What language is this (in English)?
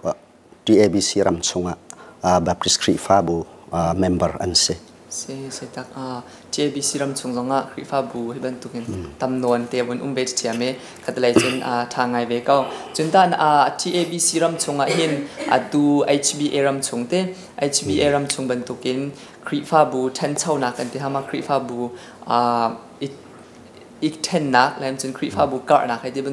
Hakha Chin